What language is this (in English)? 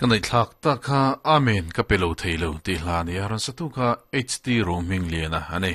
Mizo